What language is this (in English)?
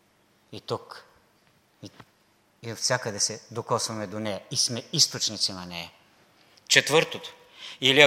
Bulgarian